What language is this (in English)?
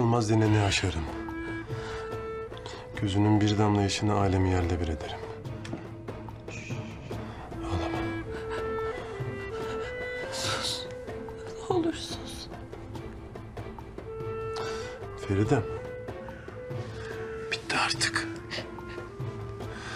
Turkish